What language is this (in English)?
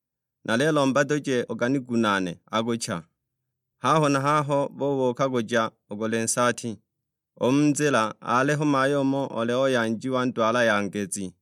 Sukuma